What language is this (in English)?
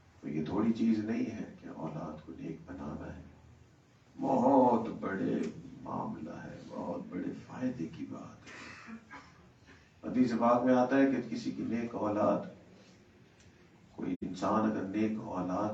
Urdu